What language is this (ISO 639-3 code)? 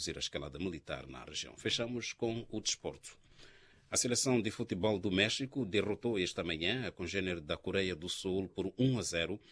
por